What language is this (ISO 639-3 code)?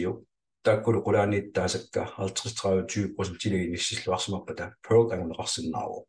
kal